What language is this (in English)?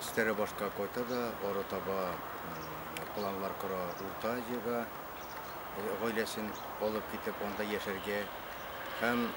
Tatar